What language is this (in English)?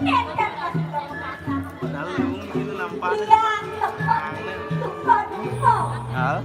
Balinese